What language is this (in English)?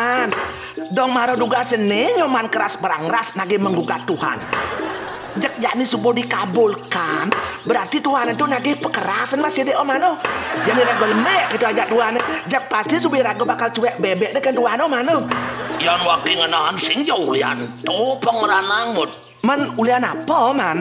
Balinese